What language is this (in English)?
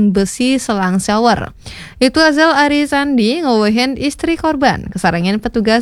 Balinese